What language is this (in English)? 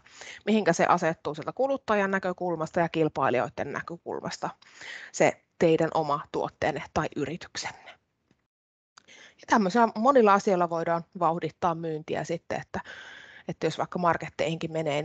Finnish